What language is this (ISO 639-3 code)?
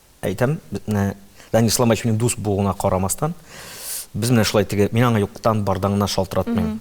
tat